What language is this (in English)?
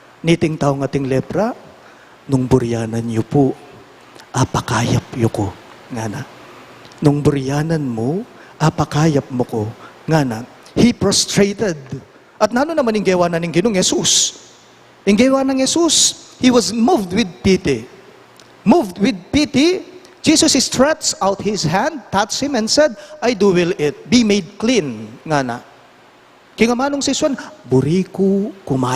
Pampanga